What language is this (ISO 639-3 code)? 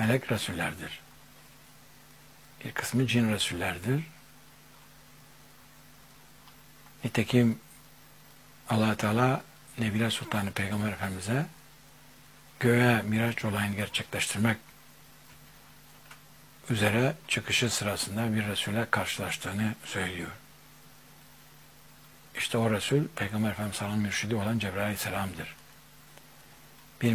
tur